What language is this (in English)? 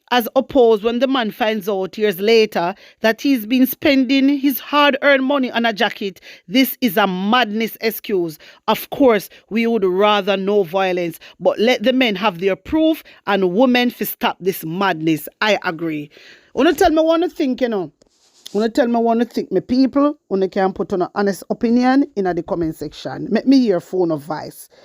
Jamaican Creole English